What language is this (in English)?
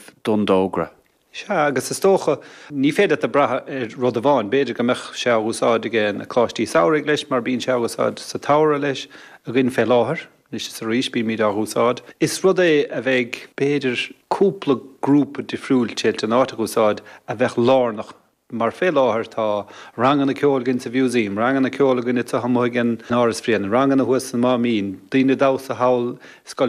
Irish